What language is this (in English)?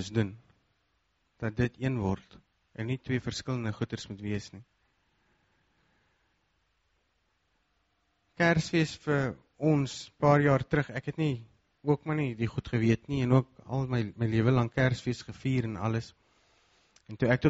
Afrikaans